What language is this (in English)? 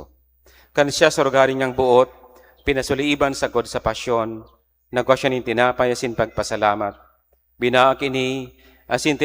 Bikol